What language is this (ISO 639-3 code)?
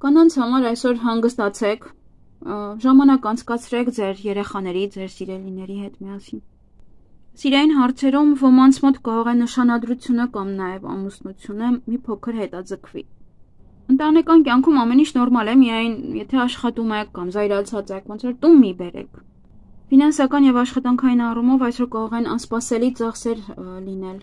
hye